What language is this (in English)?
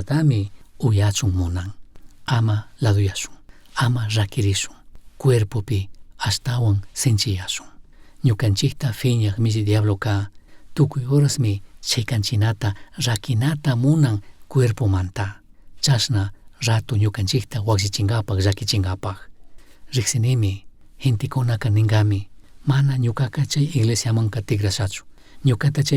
Chimborazo Highland Quichua